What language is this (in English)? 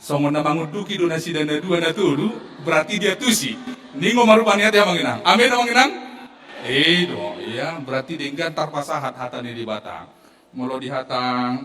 Batak Toba